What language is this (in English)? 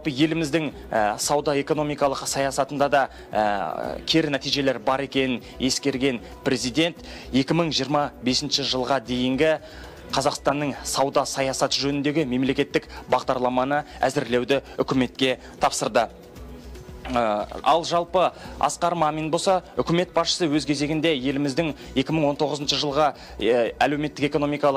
Kazakh